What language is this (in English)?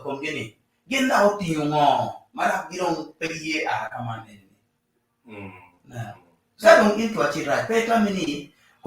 Acoli